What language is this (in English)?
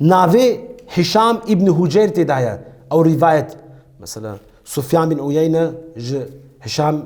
Kurdish